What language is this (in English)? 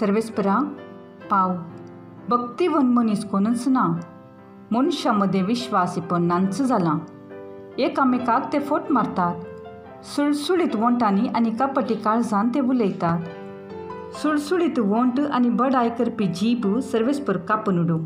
Konkani